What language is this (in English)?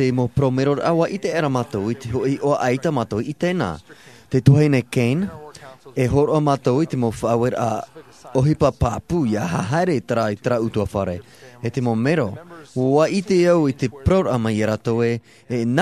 Tahitian